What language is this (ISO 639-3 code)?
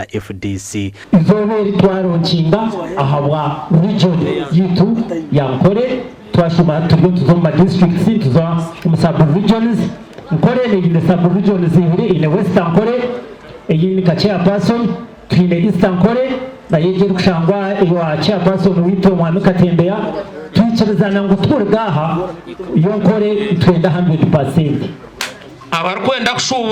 nyn